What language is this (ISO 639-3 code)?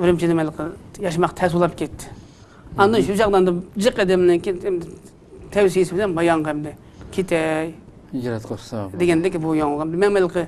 uig